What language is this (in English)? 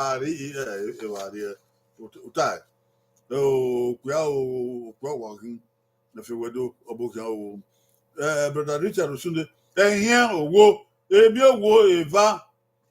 Bini